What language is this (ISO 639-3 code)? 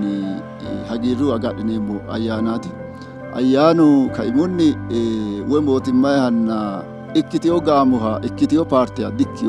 sid